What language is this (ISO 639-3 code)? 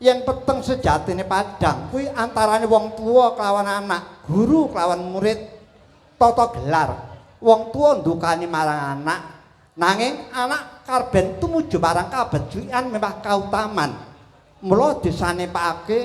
jav